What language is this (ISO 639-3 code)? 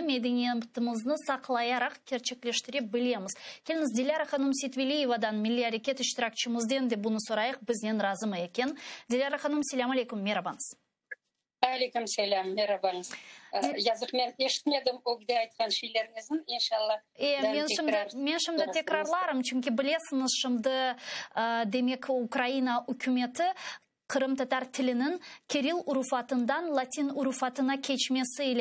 crh